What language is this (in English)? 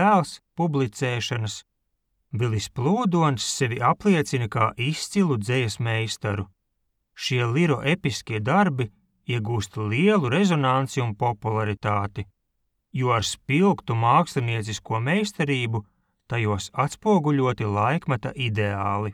Latvian